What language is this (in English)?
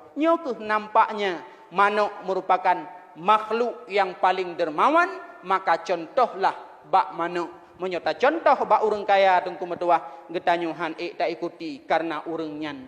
Achinese